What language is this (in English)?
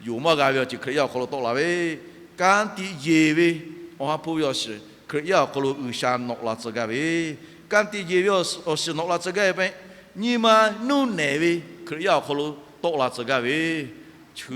Lahu